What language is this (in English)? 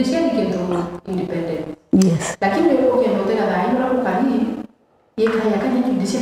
Meru